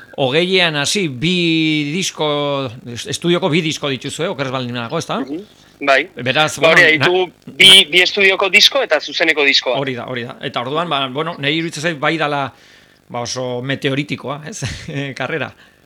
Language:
Basque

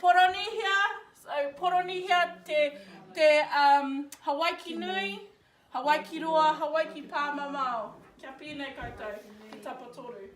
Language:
Māori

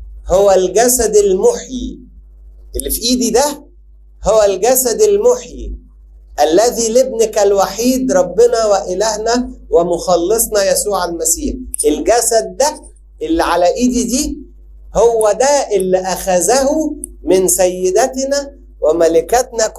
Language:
Egyptian Arabic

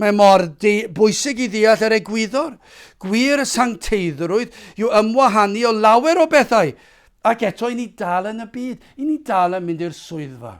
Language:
Welsh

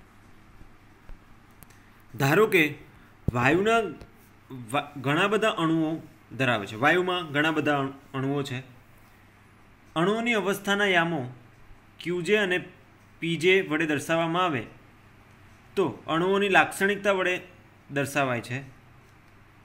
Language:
Gujarati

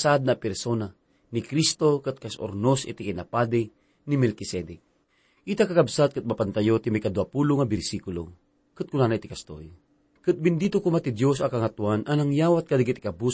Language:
Iloko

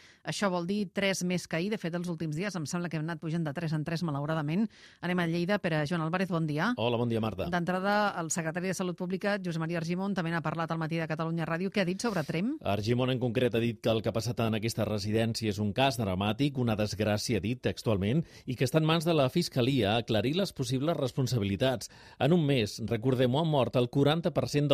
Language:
Catalan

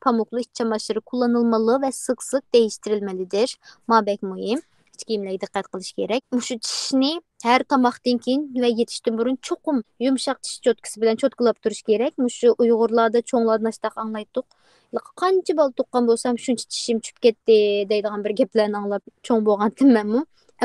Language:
Uyghur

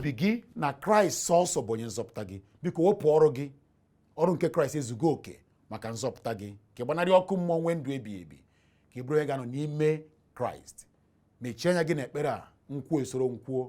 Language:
Igbo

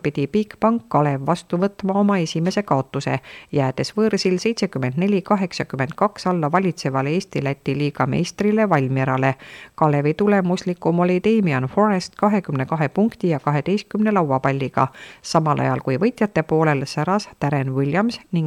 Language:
Estonian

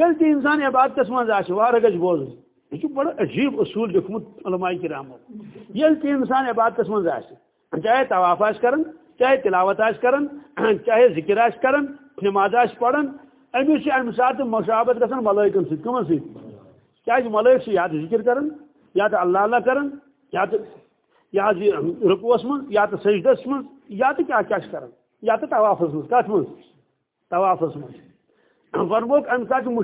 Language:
Kashmiri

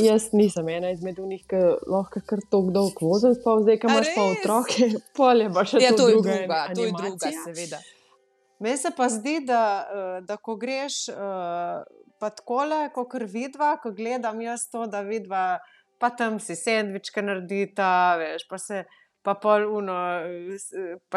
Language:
Slovenian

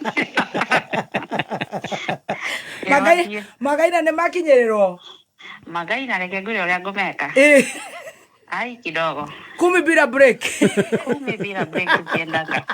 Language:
Kikuyu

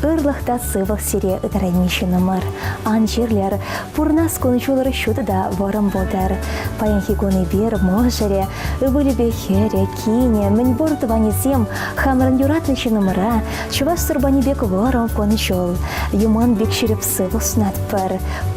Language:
Chuvash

